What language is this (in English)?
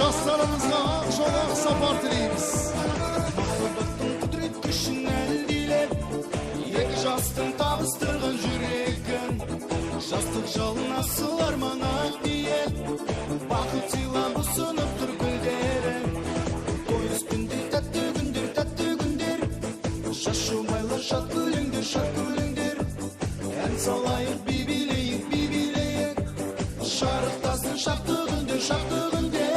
Kara-Kalpak